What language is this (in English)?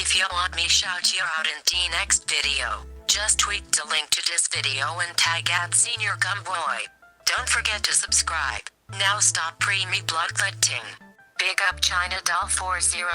Jamaican Creole English